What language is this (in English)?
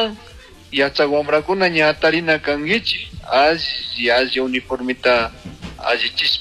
Chimborazo Highland Quichua